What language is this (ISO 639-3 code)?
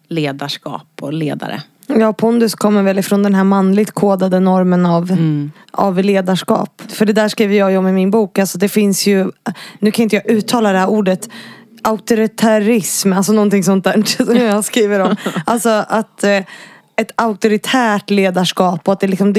swe